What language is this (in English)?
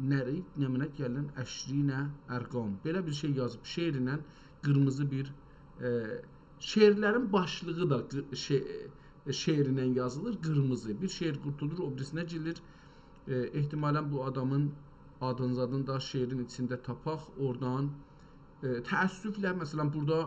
South Azerbaijani